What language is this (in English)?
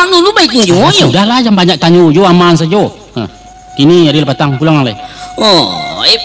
Minangkabau